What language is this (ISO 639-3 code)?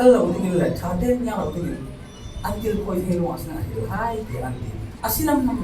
cfm